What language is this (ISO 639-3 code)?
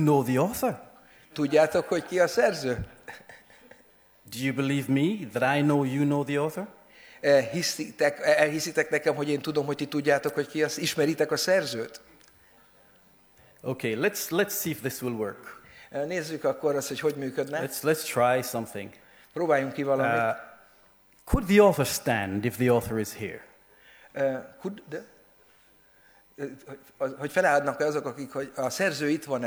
hun